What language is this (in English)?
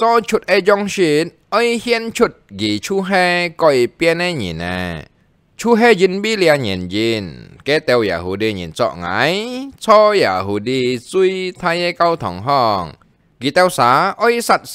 Hakka Chinese